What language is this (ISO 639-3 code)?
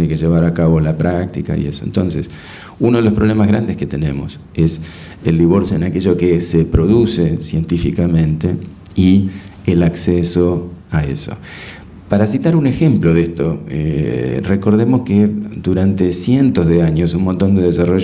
spa